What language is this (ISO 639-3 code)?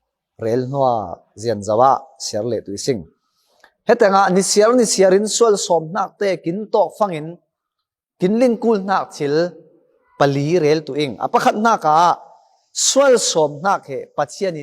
cfm